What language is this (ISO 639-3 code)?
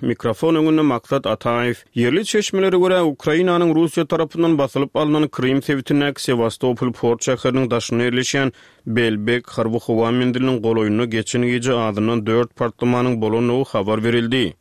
tuk